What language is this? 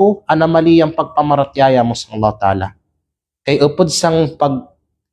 Kalagan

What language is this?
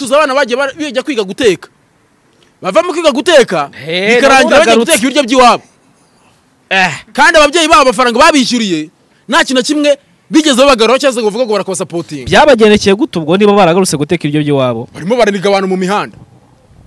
Kinyarwanda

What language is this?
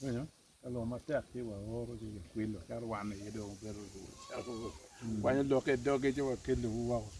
Acoli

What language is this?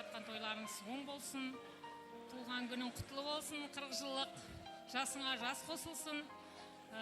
Kara-Kalpak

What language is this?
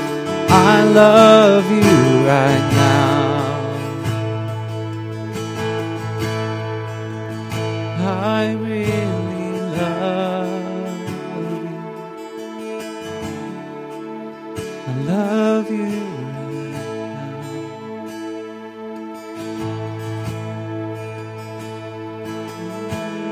Afrikaans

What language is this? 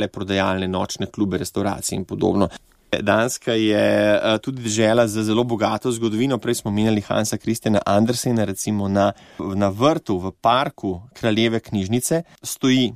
Slovenian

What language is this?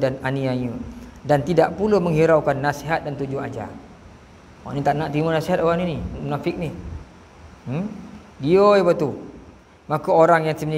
Malay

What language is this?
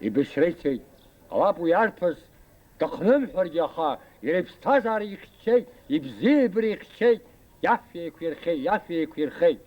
Abkhazian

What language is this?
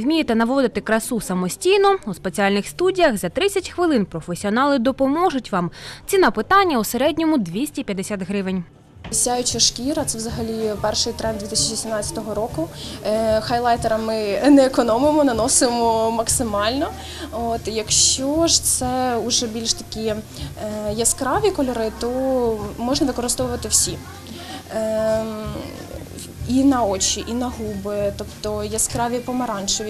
Ukrainian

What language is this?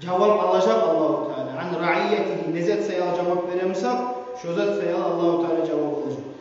Kumyk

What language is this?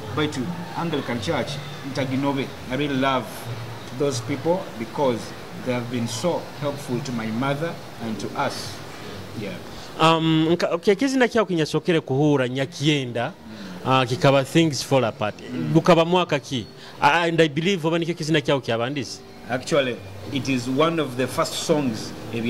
Nyoro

